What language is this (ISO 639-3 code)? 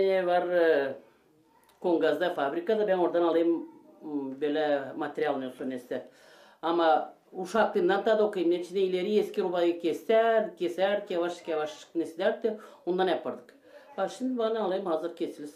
gag